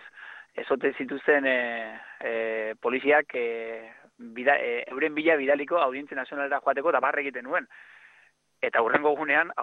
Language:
Basque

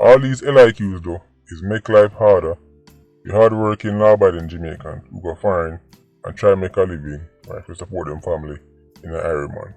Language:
Jamaican Creole English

